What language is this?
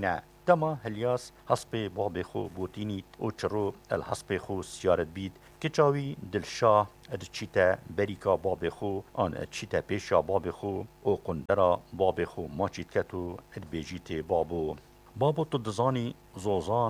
Kurdish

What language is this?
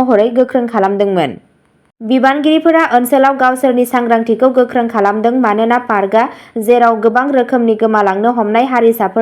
Bodo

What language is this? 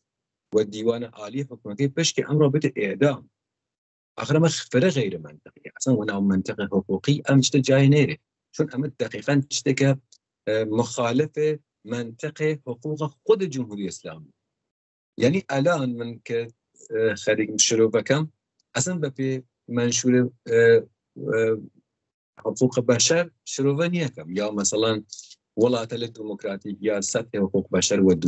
Persian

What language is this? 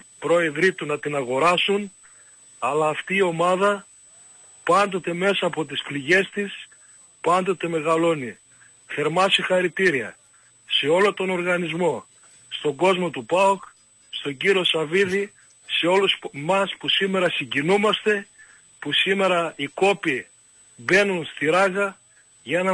Greek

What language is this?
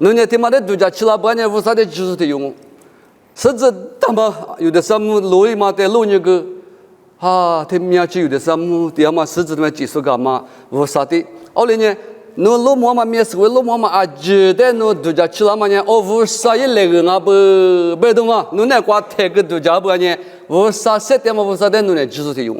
Lisu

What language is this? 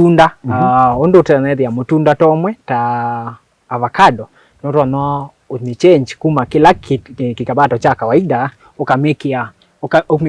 Kamba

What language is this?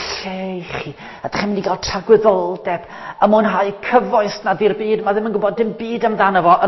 Welsh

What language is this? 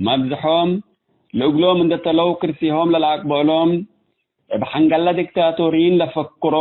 Tigre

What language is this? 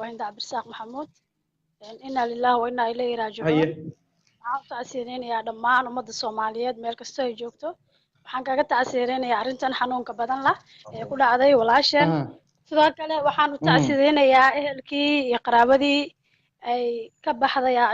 Somali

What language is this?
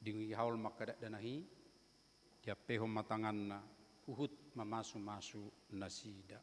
Batak Toba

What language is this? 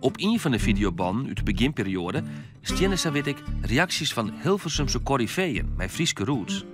Western Frisian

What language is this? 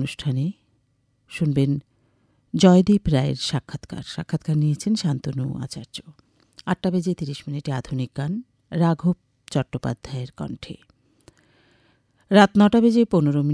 Bangla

